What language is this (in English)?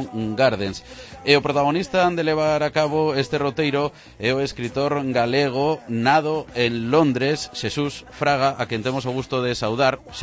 Galician